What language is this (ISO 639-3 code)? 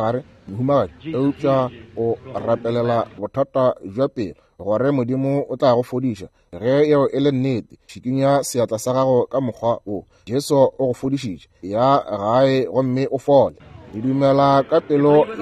nso